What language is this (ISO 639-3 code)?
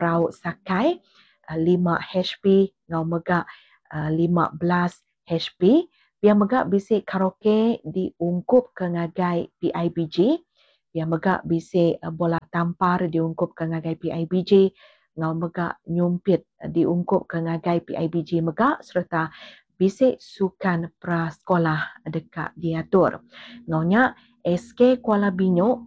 iba